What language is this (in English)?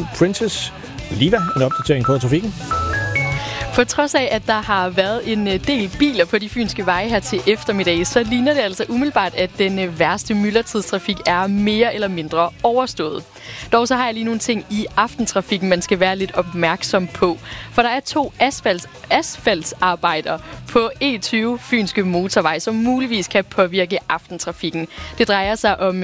Danish